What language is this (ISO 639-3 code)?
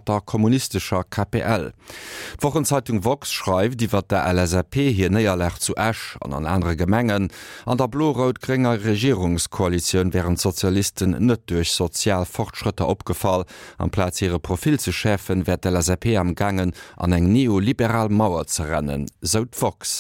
ltz